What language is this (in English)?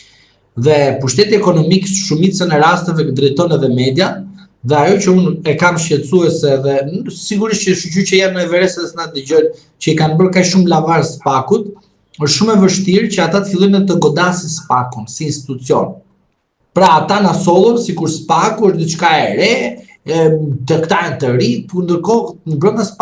Albanian